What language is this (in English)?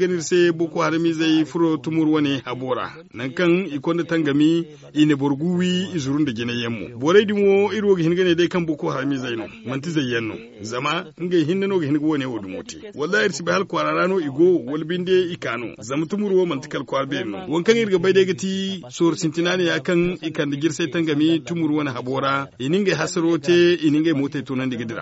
Zarma